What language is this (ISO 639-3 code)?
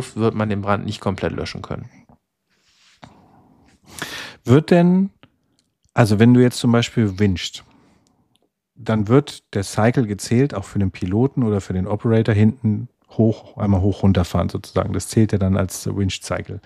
deu